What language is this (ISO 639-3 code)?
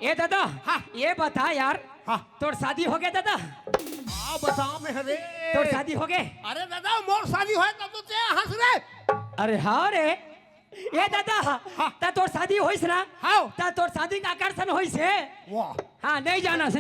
hne